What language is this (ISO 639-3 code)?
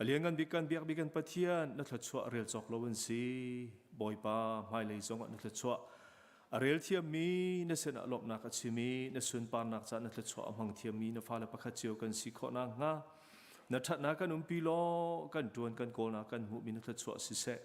cnh